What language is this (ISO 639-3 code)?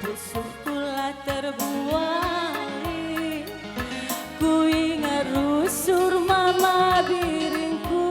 btx